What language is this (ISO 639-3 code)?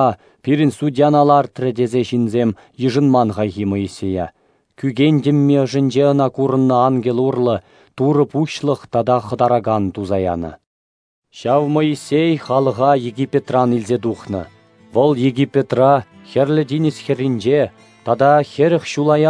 chv